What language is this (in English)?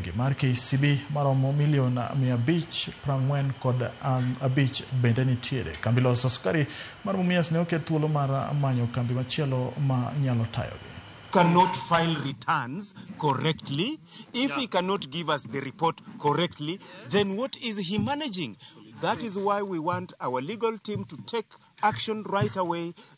Luo (Kenya and Tanzania)